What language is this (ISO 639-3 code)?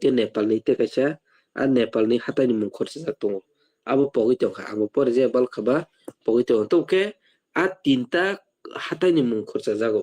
trp